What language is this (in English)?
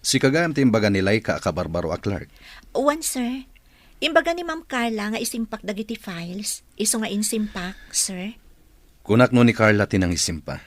Iloko